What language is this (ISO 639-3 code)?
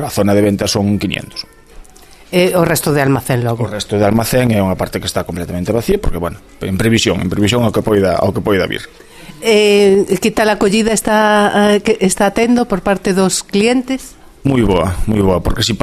glg